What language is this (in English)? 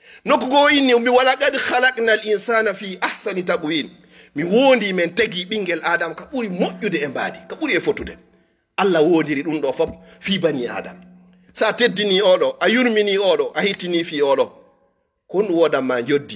Fula